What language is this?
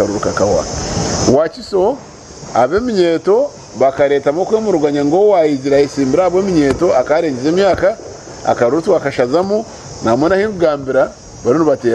Nyankole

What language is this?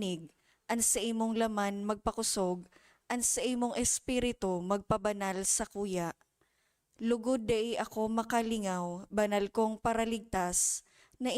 Bikol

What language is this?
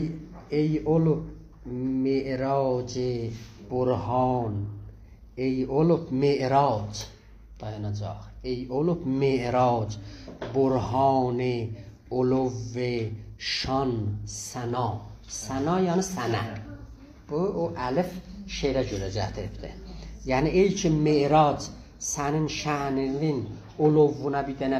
South Azerbaijani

